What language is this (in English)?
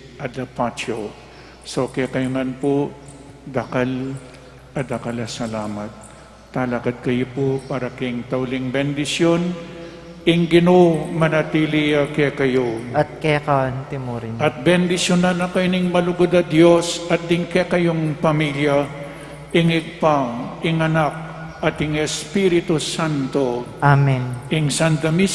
Pampanga